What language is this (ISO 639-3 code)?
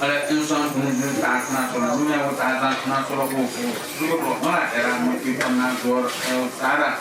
new